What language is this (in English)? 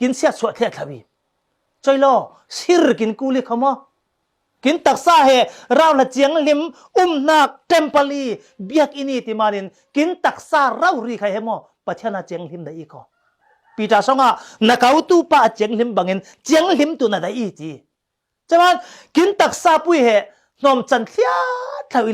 Falam Chin